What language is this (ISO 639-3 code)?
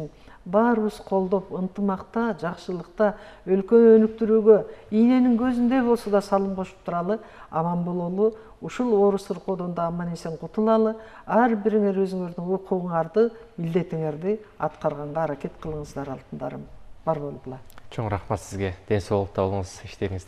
kir